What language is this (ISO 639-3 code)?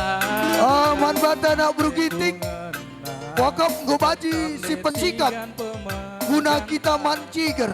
btx